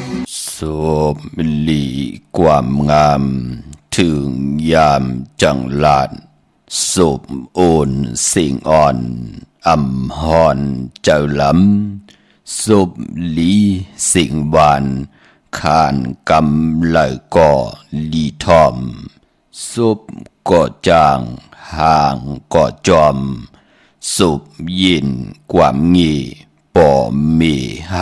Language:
Shan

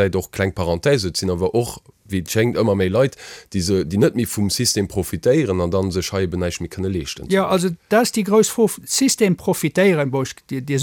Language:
Luxembourgish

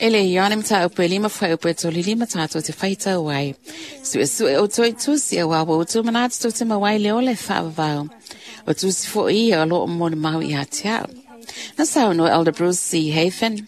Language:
Samoan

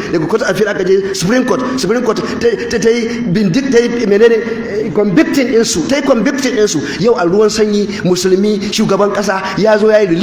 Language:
Hausa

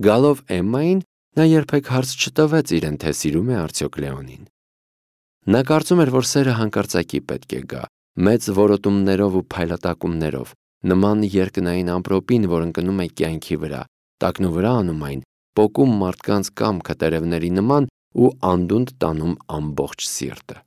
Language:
Armenian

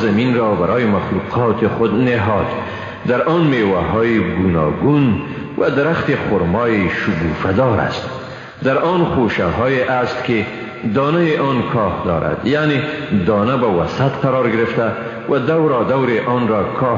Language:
Persian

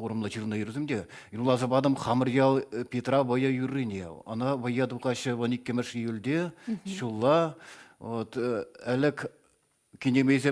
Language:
Chuvash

